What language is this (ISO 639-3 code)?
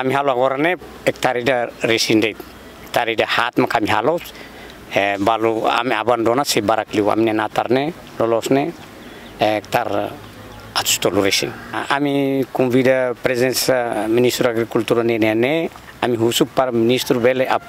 tet